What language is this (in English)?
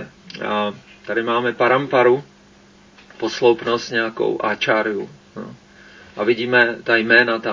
Czech